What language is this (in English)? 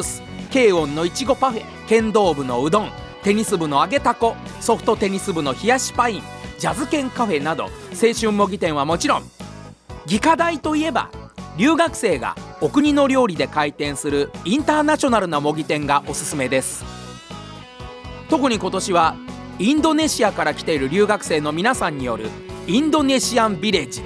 Japanese